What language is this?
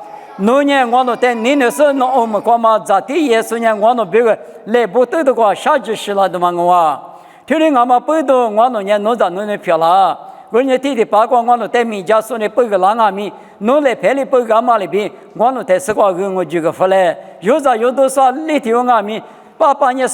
Lisu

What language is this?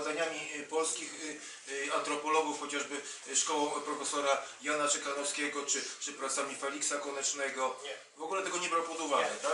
Polish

